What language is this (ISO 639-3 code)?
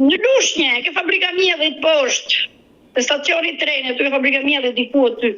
sqi